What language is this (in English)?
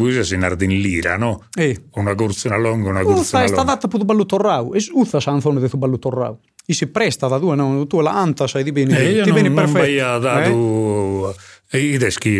Sardinian